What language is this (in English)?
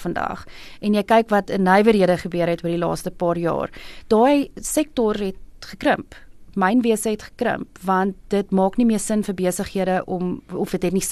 Afrikaans